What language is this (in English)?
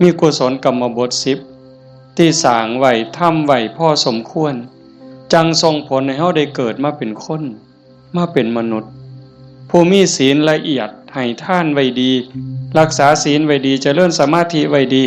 Northeastern Thai